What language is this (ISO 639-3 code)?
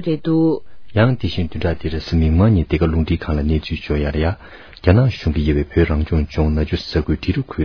bod